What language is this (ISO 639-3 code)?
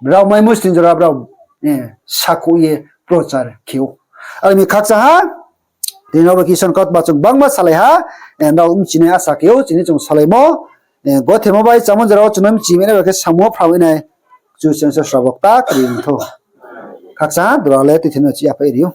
ria